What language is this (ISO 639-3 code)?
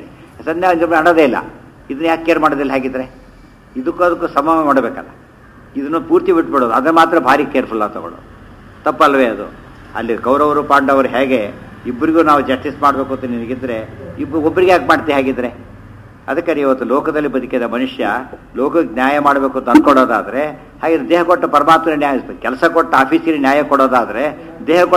kan